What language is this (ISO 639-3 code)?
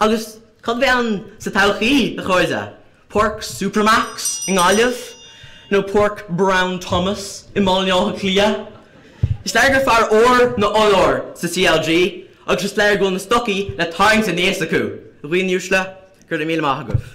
gle